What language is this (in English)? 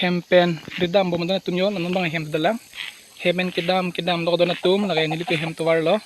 Karbi